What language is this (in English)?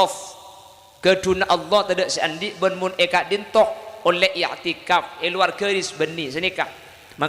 Madurese